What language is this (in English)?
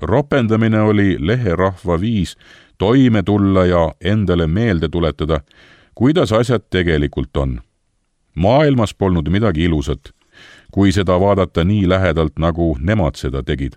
Estonian